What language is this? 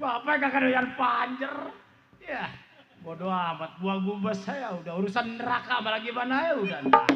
Betawi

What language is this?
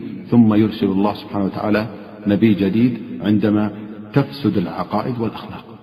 Arabic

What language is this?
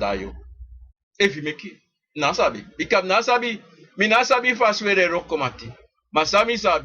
Sranan Tongo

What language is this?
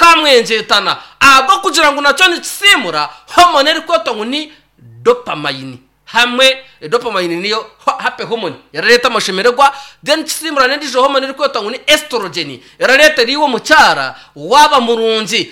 Nyankole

